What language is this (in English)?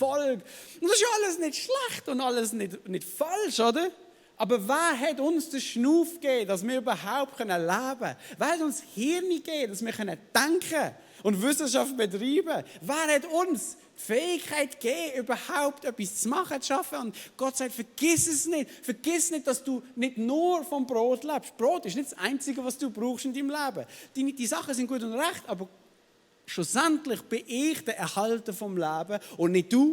Swiss German